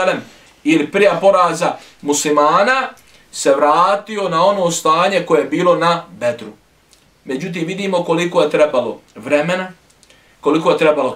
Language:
Bosnian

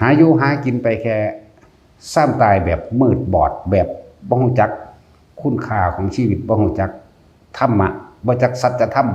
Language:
Northeastern Thai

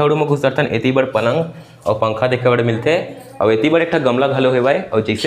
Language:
Chhattisgarhi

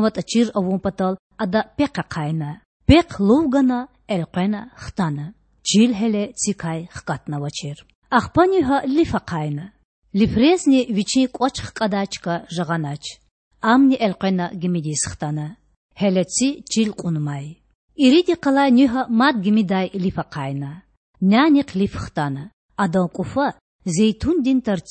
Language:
Lezghian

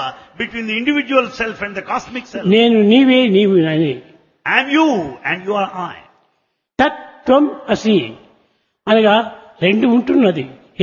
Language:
Telugu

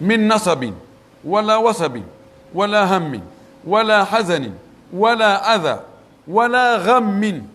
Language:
Pular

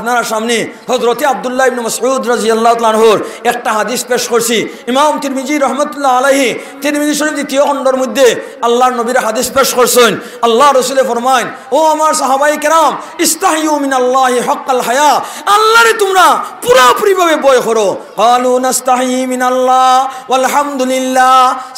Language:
Sylheti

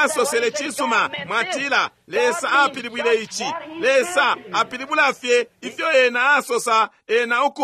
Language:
Bemba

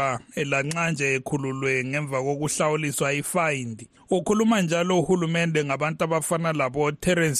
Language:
North Ndebele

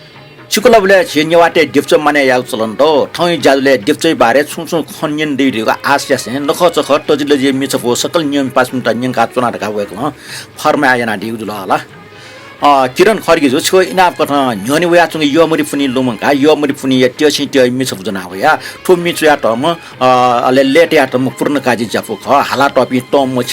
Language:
Newari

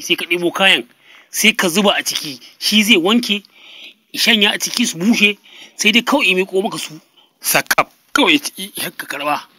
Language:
Hausa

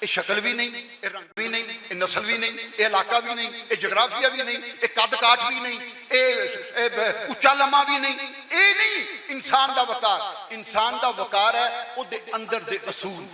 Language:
Western Panjabi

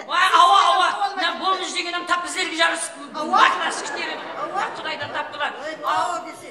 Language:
Kara-Kalpak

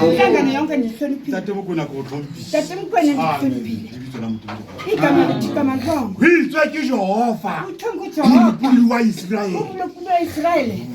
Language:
Southern Sotho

